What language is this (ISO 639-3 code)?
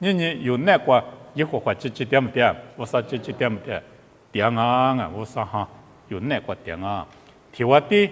lis